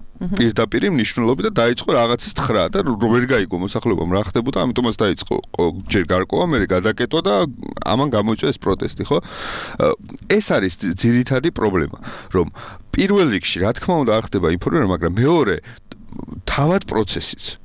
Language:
Georgian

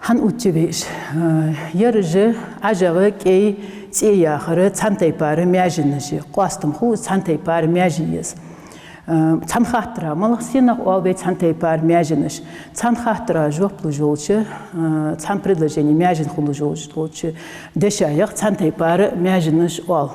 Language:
Ingush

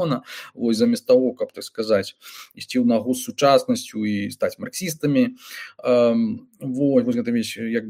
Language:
Belarusian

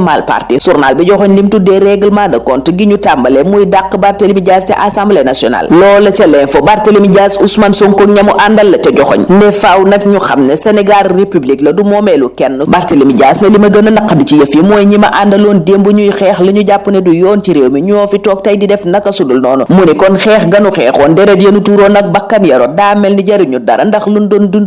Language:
Wolof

